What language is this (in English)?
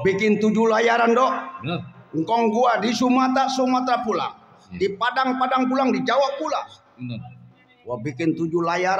Betawi